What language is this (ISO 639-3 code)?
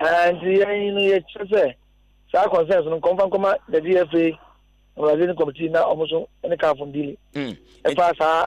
aka